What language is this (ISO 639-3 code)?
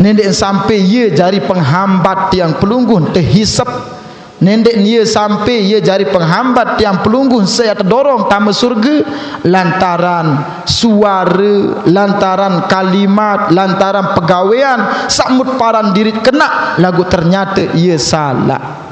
sas